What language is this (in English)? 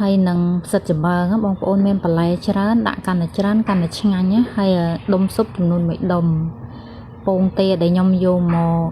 Khmer